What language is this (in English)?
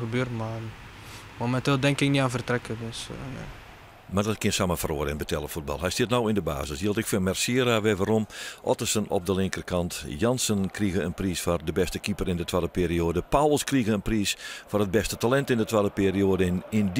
Western Frisian